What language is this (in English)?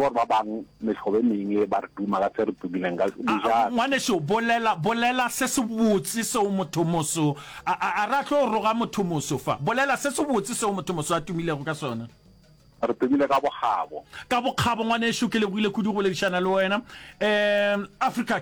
Northern Sotho